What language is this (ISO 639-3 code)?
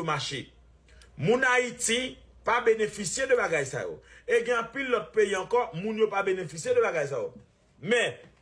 hat